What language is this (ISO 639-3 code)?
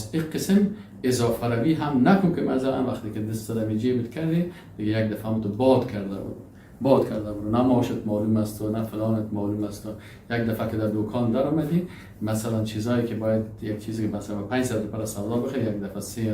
fas